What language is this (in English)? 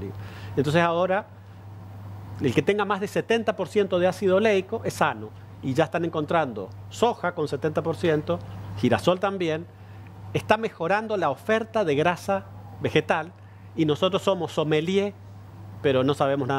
Spanish